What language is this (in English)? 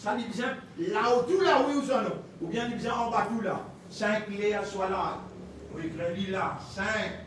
Morisyen